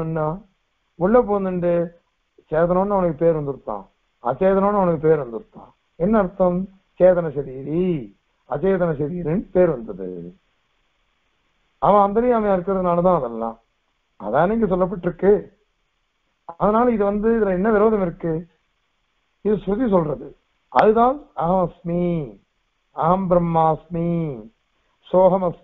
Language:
Tamil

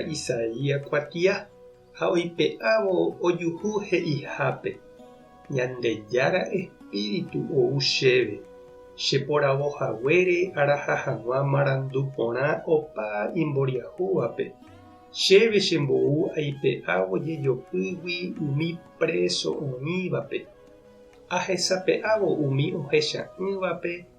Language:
Guarani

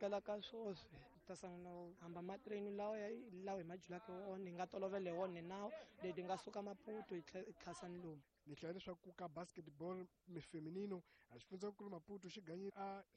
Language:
Tsonga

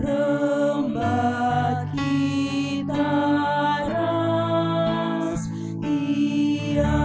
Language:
Batak Karo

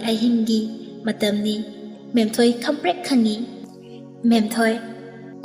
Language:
Manipuri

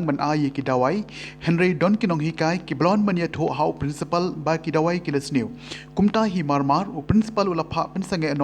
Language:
Khasi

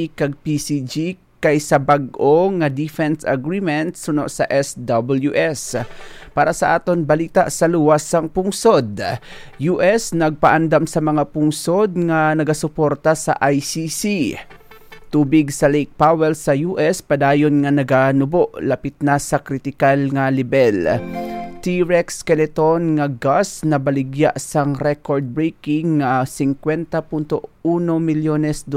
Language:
Hiligaynon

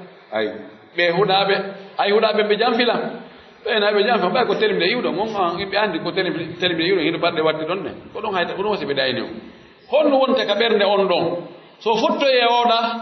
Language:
Pular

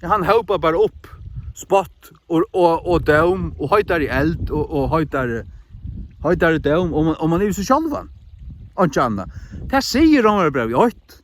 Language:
Faroese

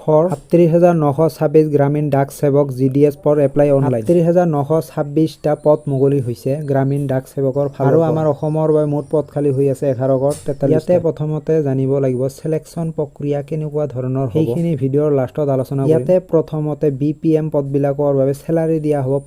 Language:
Assamese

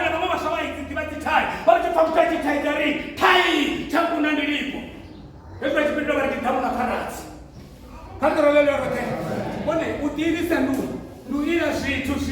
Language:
Venda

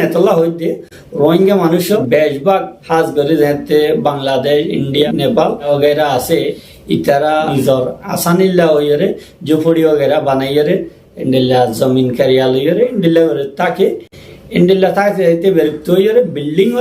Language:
Rohingya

